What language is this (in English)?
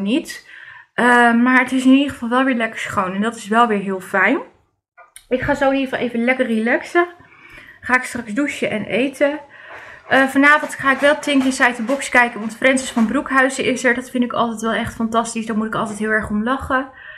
Dutch